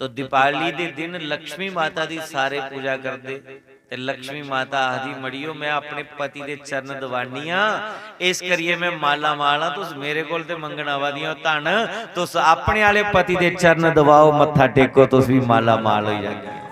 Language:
Dogri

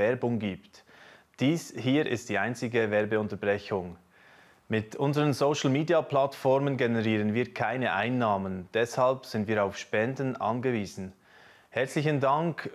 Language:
Swiss German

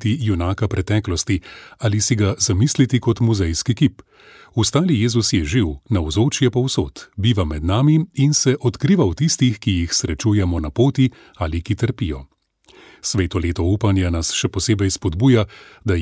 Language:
Slovenian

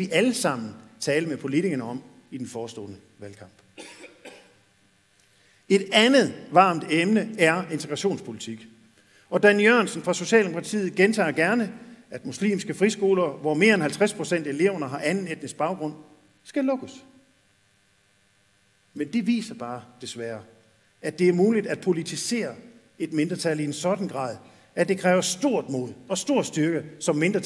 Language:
Danish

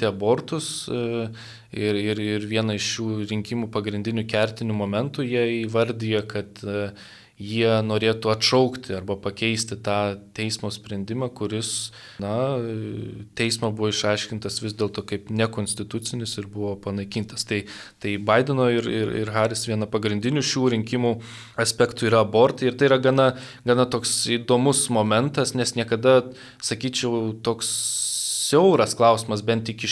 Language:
Lithuanian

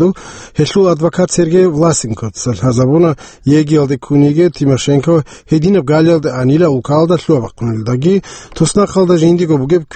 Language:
Avaric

